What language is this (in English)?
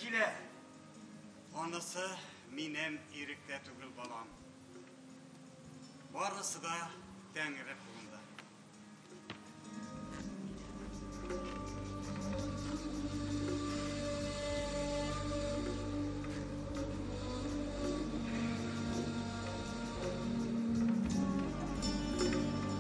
Tatar